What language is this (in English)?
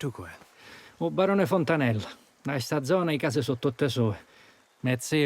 Sicilian